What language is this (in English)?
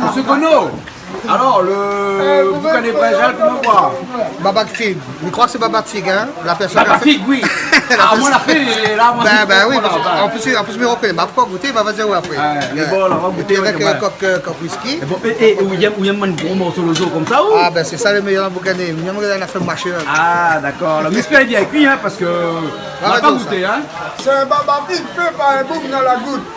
Réunion Creole French